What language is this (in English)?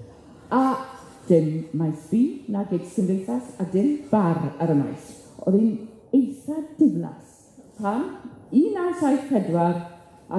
Welsh